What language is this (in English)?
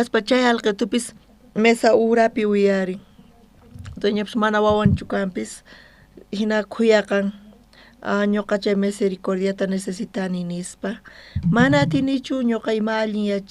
South Bolivian Quechua